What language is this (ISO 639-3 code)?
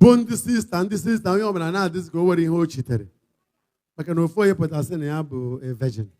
ibo